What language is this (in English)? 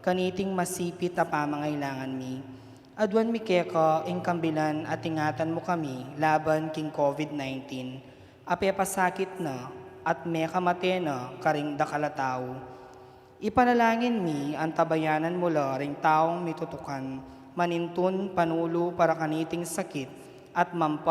Pampanga